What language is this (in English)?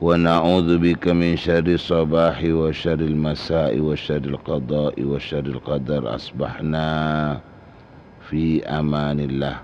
Madurese